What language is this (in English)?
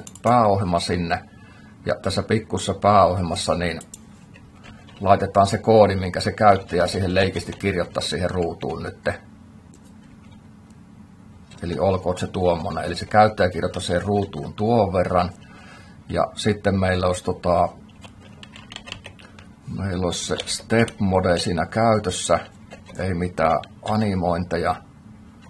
Finnish